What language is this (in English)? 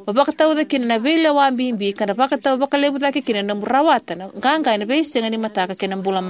Fijian